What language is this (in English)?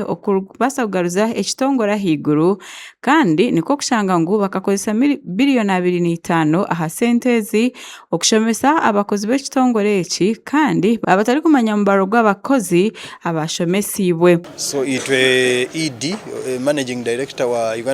Nyankole